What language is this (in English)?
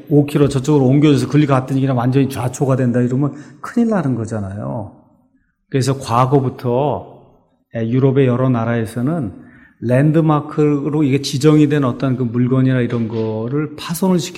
Korean